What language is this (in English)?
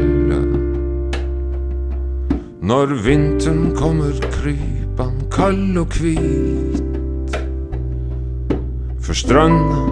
Norwegian